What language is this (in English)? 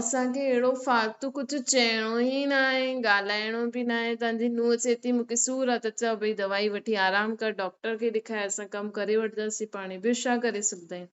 Sindhi